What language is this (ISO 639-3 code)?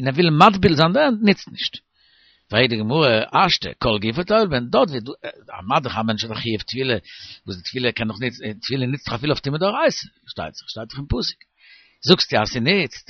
yid